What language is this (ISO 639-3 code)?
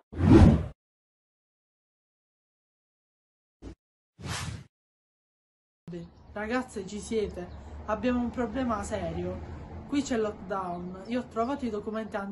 ita